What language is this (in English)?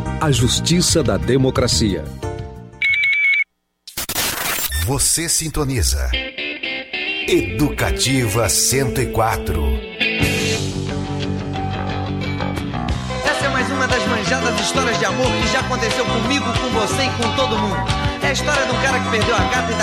Portuguese